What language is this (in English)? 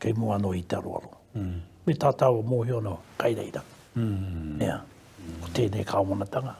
Māori